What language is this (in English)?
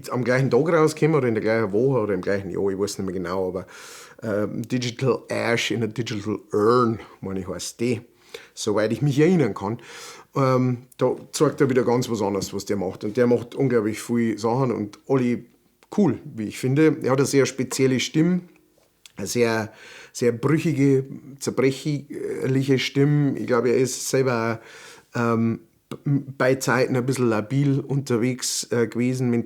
Bavarian